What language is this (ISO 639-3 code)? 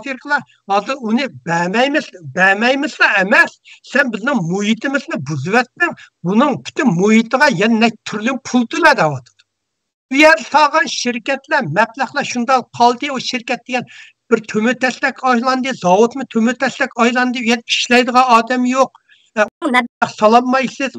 uig